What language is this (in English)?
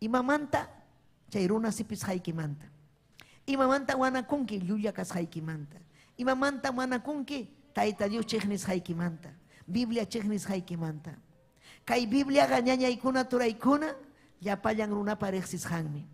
Ayacucho Quechua